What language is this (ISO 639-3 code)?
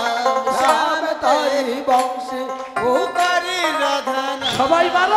ben